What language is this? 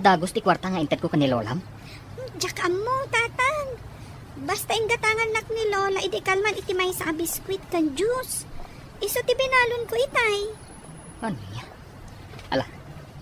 Iloko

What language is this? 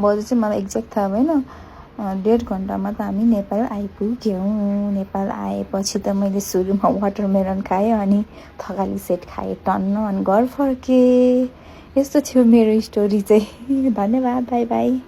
Nepali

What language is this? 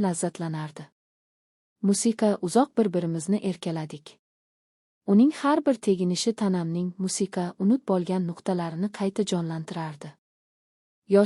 Uzbek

